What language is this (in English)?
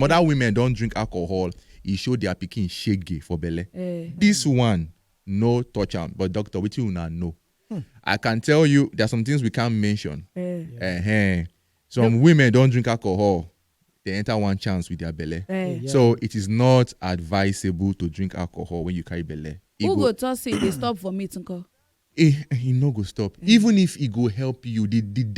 Nigerian Pidgin